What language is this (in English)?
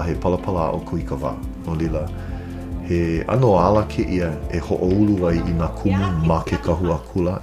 Hawaiian